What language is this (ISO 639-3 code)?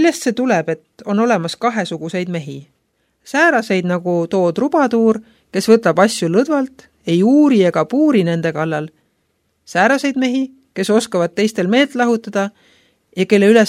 est